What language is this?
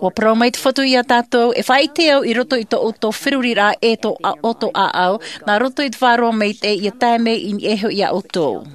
Tahitian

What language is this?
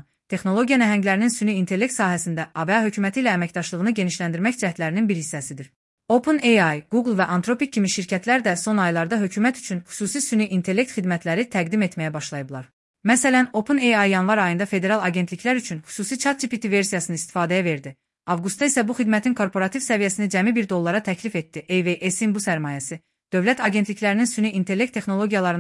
Azerbaijani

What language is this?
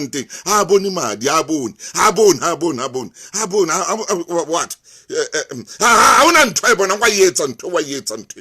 Southern Sotho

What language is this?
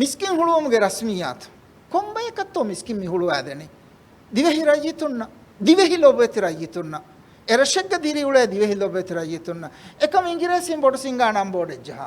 Divehi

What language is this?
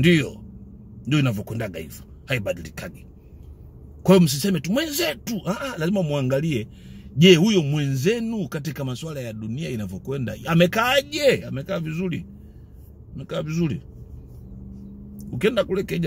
Swahili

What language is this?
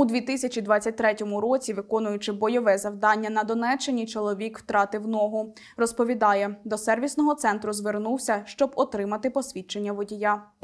Ukrainian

